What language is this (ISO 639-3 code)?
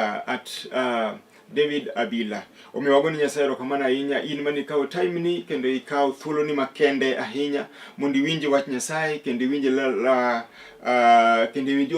luo